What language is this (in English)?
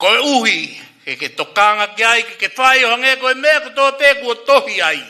Tongan